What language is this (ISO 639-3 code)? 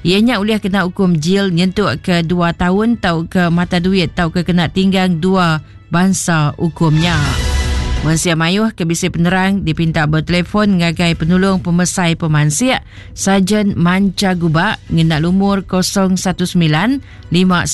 iba